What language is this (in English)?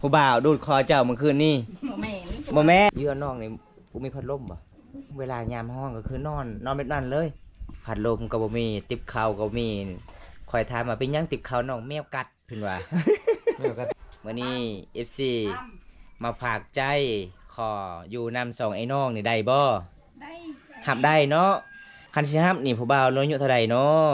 Lao